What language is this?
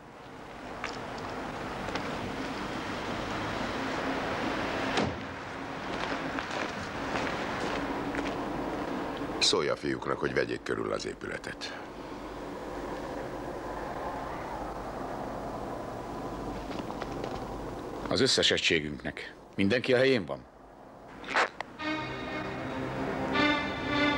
Hungarian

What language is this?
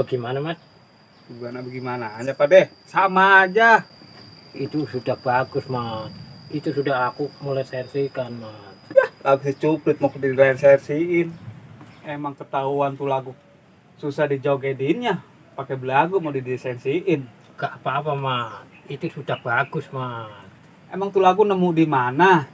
Betawi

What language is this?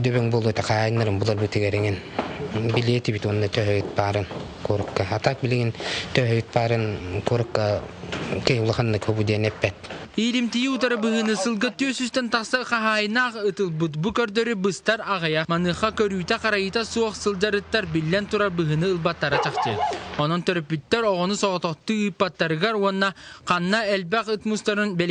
Yakut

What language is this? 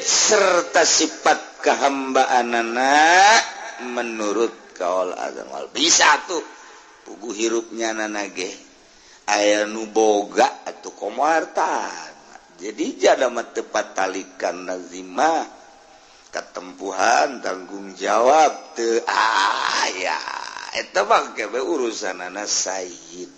Sundanese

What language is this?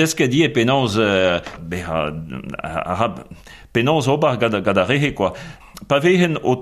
Breton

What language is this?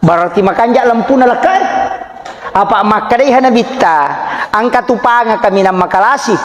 Buginese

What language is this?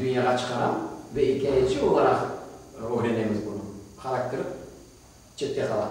Crimean Tatar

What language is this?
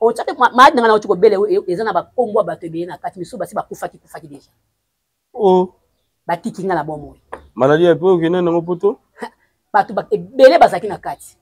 Lingala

